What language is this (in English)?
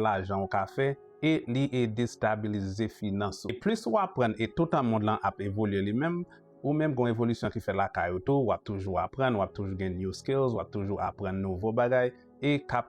Haitian Creole